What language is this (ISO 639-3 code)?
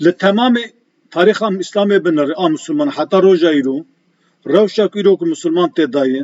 kur